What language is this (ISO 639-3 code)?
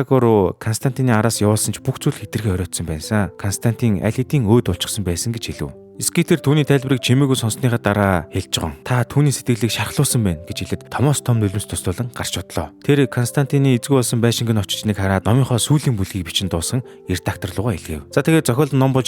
mon